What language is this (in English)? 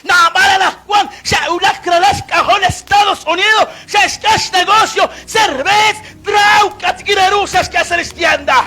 Kekchí